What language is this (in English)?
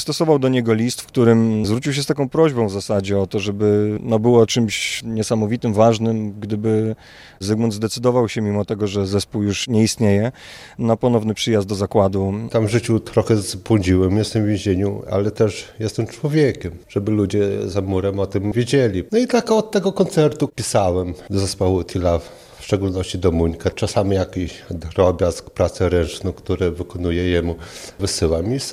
Polish